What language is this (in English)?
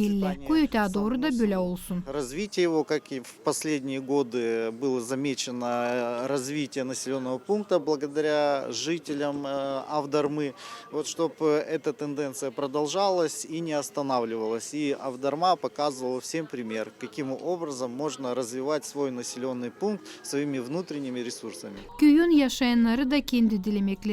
Gagauz